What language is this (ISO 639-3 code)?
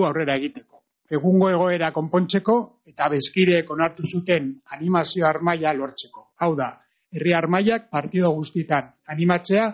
eus